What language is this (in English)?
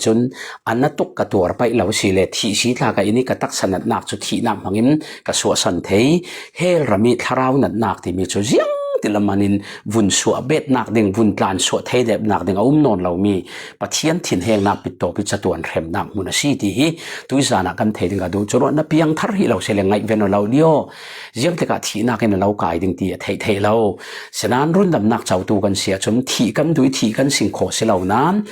Falam Chin